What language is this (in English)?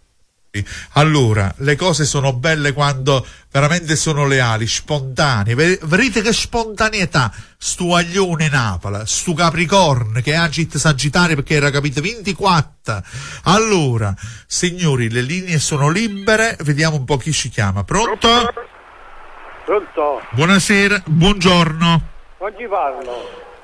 Italian